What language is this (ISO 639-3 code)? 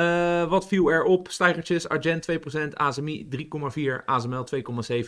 nld